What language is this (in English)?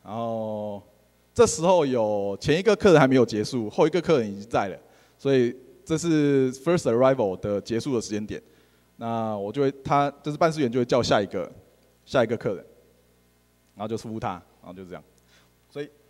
Chinese